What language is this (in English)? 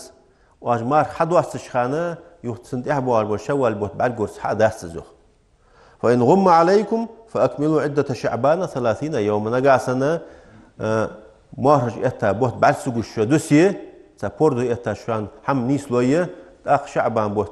Ingush